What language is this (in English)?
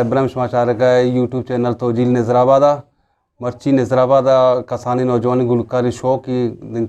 Eastern Balochi